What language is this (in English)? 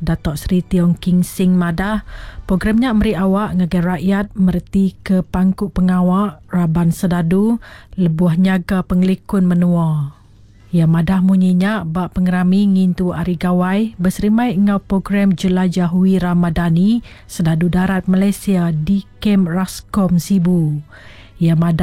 Iban